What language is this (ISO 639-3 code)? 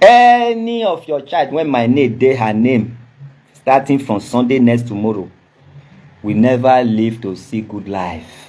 pcm